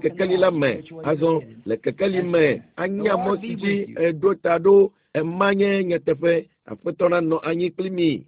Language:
Ewe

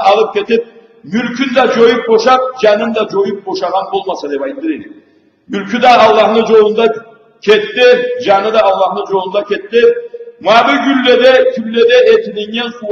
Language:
Karachay-Balkar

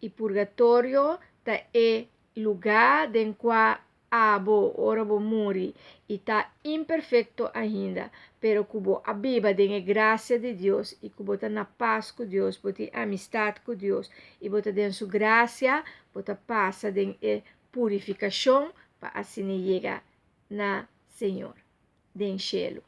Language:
Papiamento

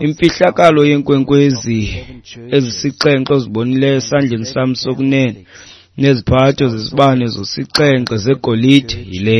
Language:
Xhosa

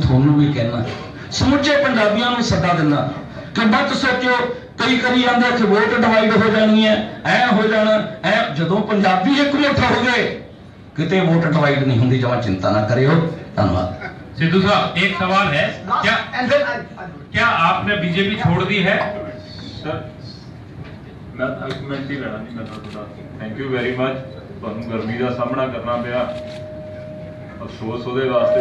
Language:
Punjabi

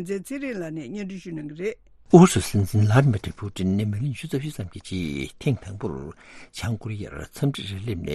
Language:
Tibetan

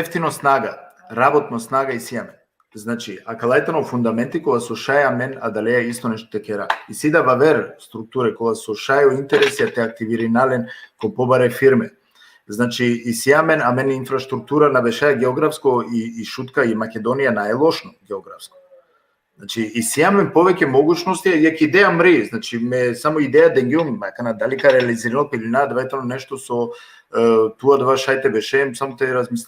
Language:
Balkan Romani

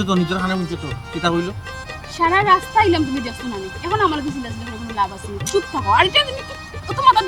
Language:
Sylheti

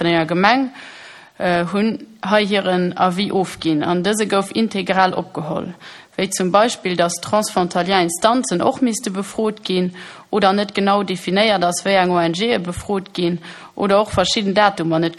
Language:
Luxembourgish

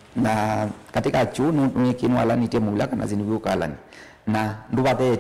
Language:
Kamba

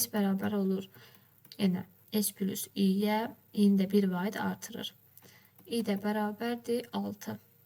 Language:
Azerbaijani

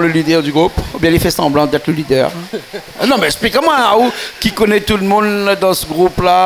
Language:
Réunion Creole French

